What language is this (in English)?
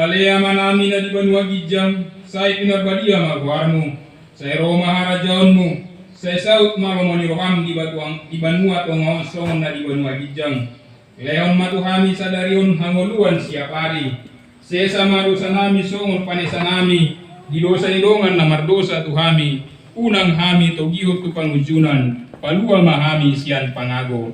Batak Toba